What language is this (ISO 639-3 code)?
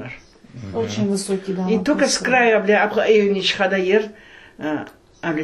crh